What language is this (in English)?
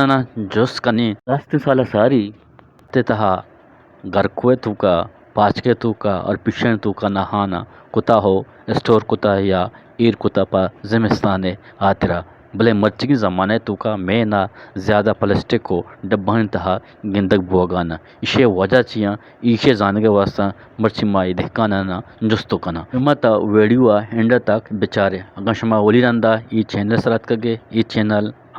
Eastern Balochi